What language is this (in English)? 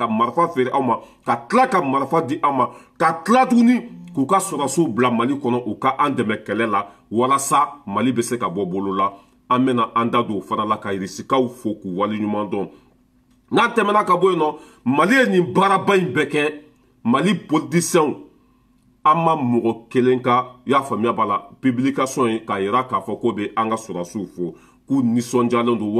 Bambara